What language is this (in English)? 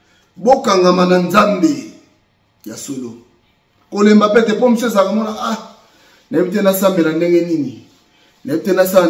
Lingala